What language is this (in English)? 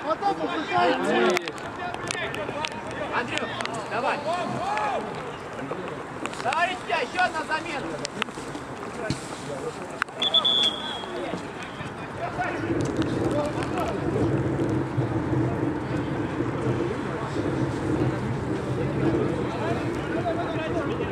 Russian